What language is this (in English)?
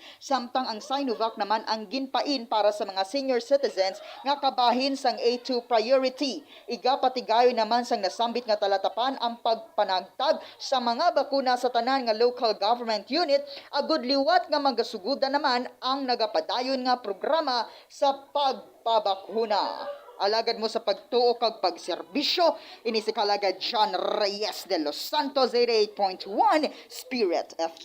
Hiligaynon